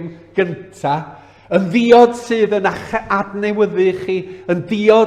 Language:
Welsh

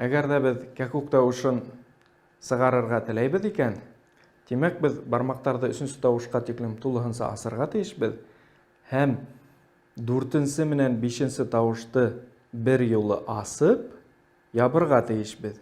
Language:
Bashkir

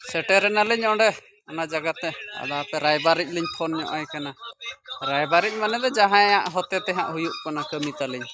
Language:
Santali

